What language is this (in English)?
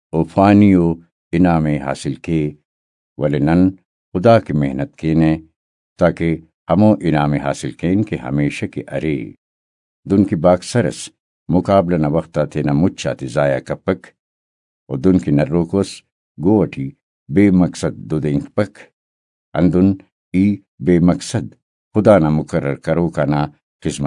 Brahui